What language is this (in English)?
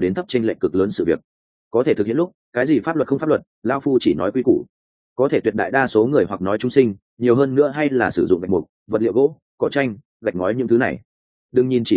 Vietnamese